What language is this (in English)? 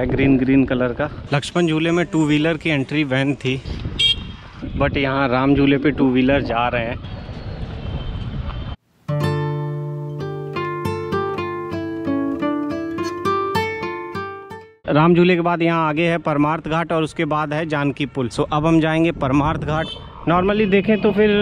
Hindi